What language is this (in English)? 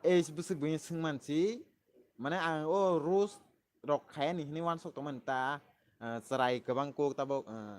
Kok Borok